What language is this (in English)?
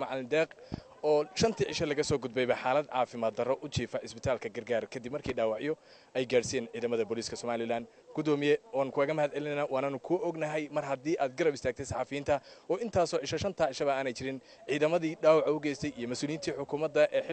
Somali